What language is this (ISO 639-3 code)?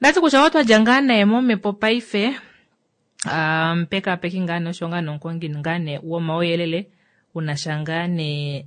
kua